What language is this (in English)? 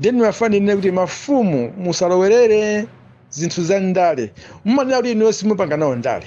Nyanja